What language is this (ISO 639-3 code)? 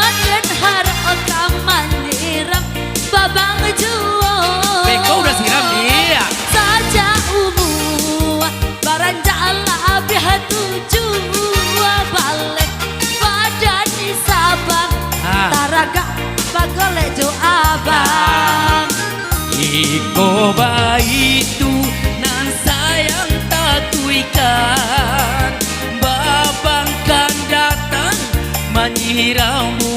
min